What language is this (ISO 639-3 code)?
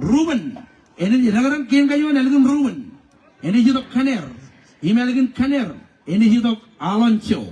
mah